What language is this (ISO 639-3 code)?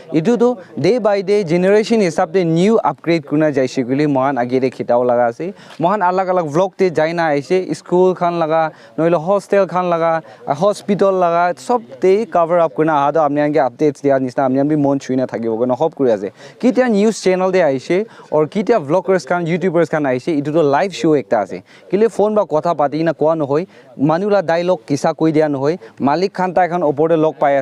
nag